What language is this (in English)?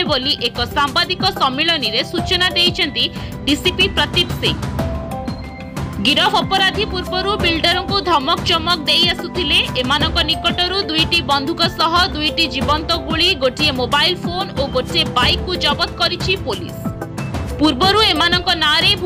Odia